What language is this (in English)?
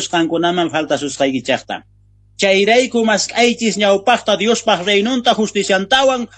South Bolivian Quechua